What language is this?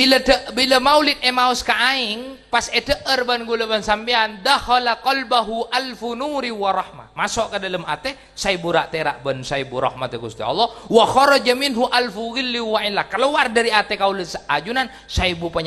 Madurese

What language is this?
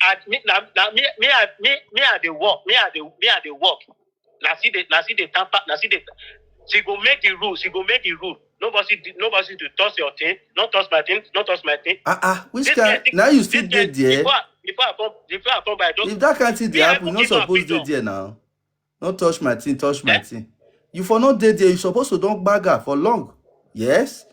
Nigerian Pidgin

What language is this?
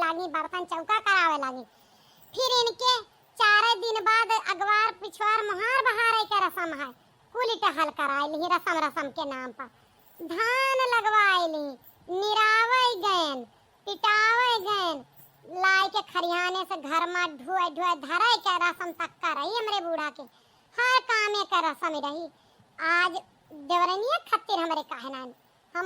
Awadhi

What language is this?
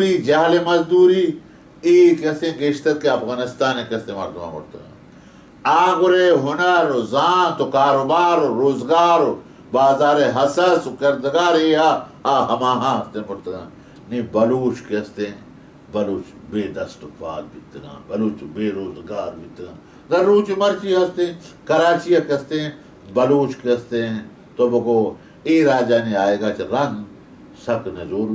Baluchi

